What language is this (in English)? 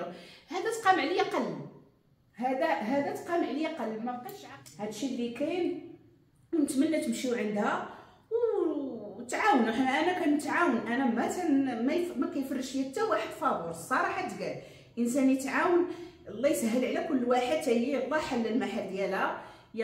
Moroccan Arabic